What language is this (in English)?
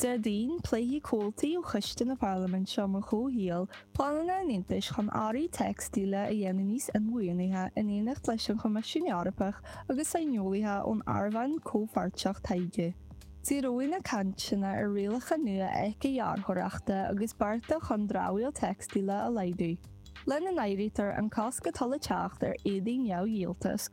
Irish